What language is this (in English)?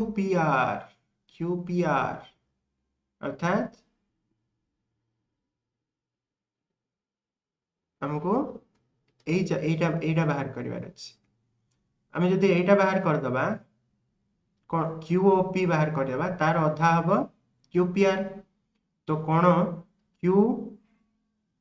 Odia